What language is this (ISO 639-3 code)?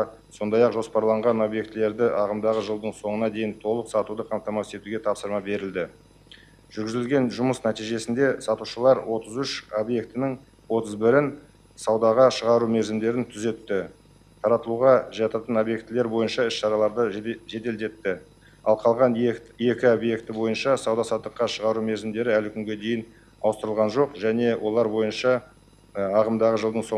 kaz